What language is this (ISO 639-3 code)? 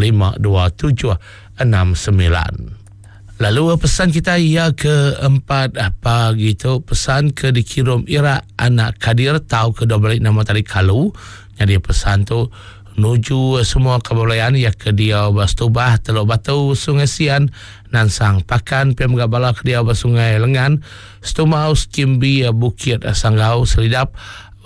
iba